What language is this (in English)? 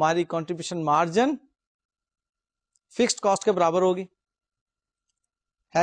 Urdu